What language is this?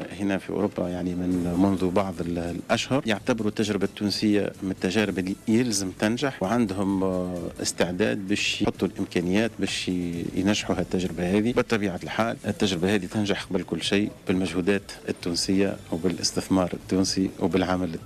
Tunisian Arabic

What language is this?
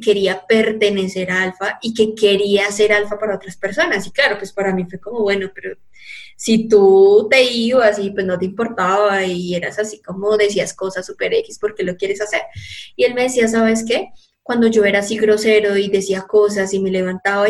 Spanish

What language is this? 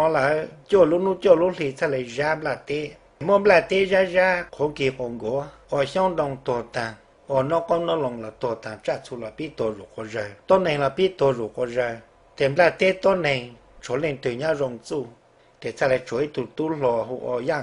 Hmong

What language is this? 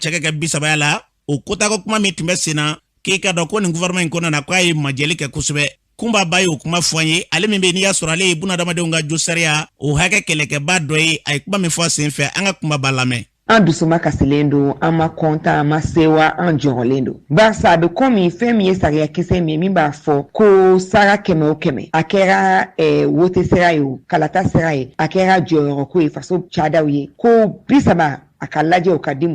Bambara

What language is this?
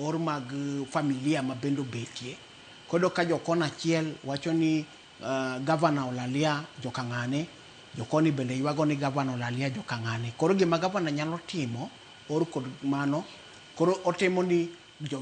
Luo (Kenya and Tanzania)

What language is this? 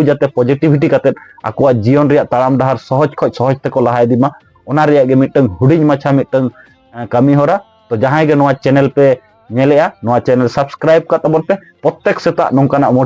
Santali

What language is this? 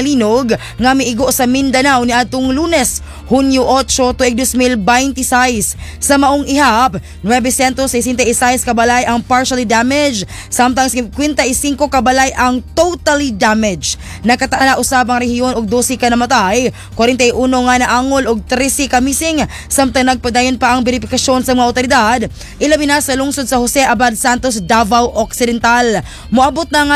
Cebuano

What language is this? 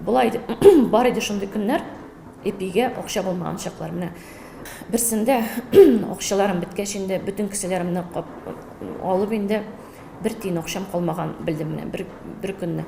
Tatar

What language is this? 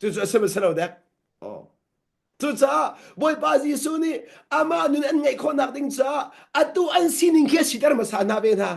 Hakha Chin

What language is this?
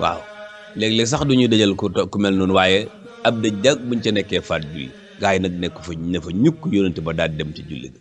Wolof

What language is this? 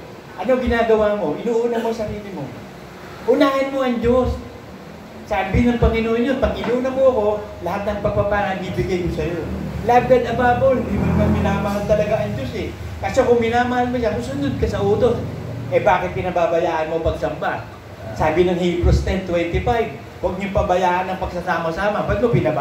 Filipino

